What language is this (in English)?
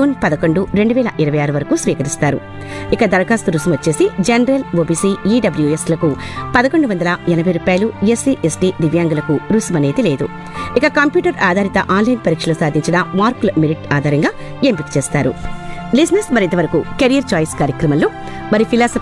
Telugu